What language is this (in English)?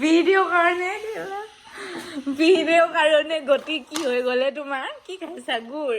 Assamese